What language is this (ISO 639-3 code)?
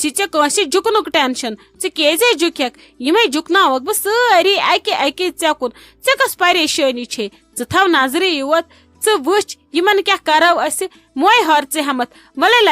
kas